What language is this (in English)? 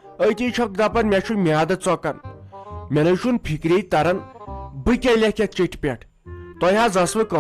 Kashmiri